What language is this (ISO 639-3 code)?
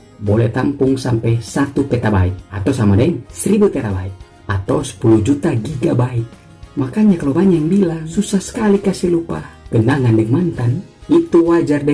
xmm